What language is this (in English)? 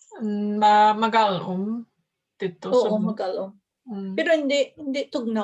Hiligaynon